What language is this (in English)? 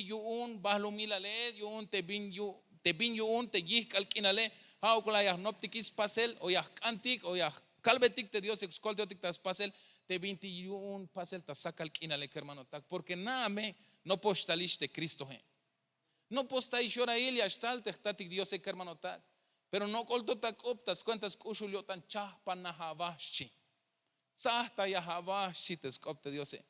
Tzeltal